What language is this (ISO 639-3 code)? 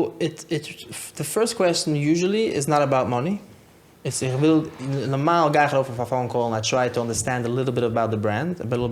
yid